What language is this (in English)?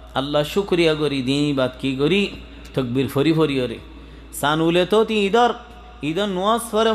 Rohingya